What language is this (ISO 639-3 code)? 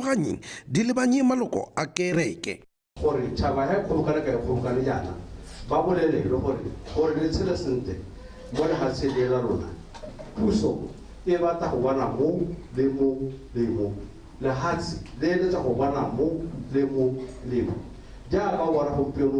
tsn